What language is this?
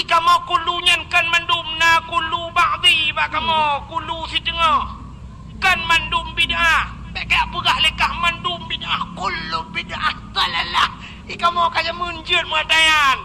Achinese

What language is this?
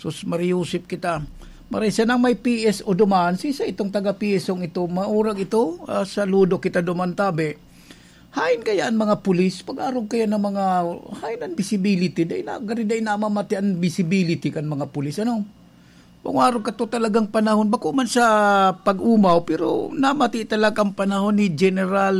Bikol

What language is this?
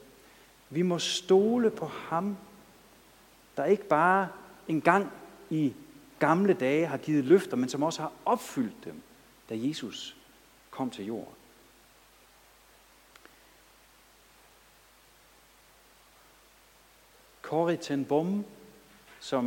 Danish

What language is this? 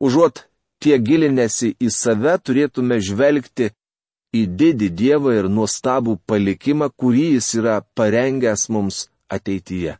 Lithuanian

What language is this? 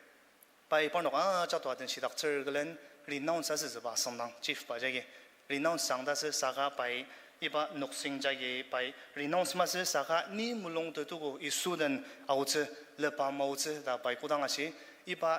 Ao Naga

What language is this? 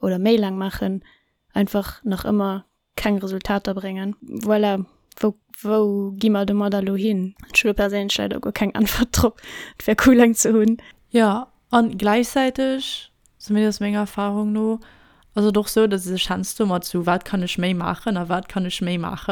Luxembourgish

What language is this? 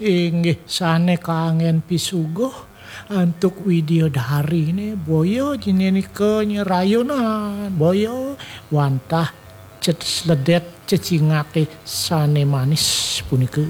Balinese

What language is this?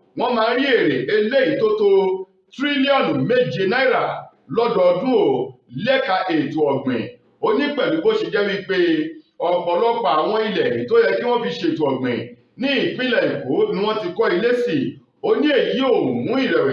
Yoruba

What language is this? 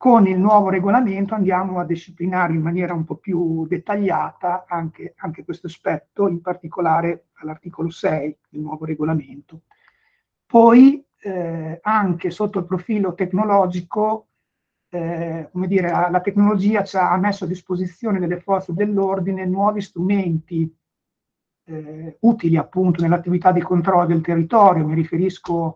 Italian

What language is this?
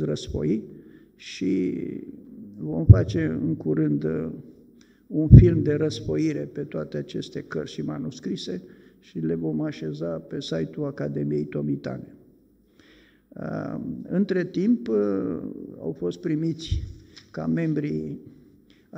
Romanian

